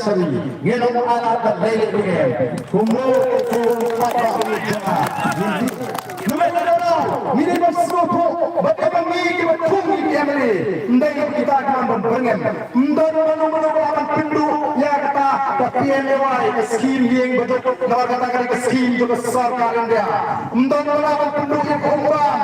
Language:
Khasi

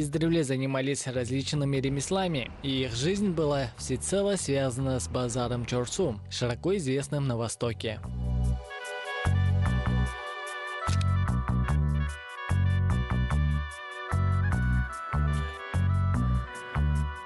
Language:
Russian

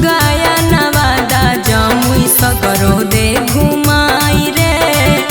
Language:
Magahi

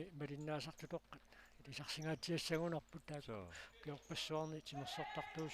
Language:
Kalaallisut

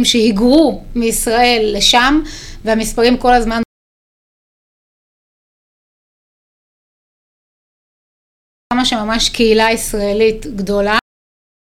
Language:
Hebrew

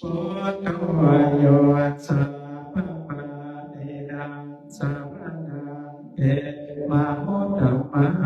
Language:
Pali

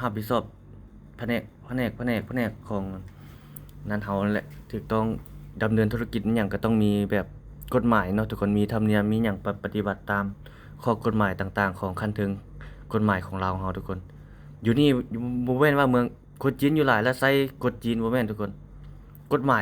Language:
Lao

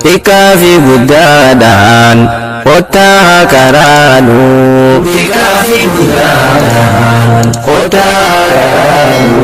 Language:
Oromo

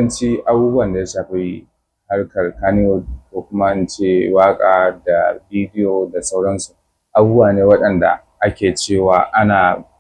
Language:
Hausa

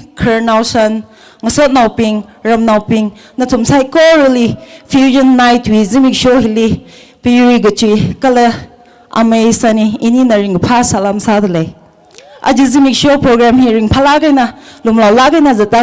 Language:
Tangkhul Naga (India)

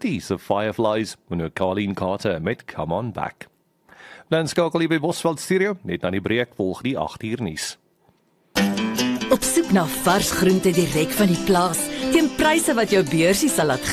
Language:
Afrikaans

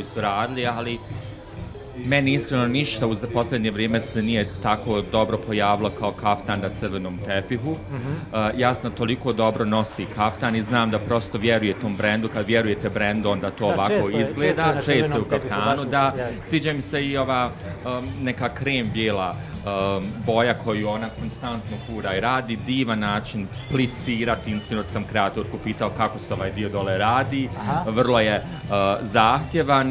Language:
Bosnian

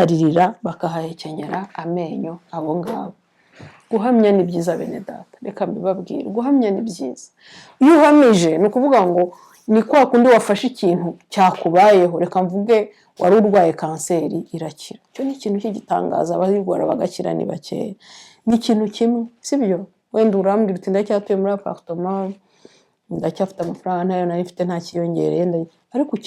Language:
Kinyarwanda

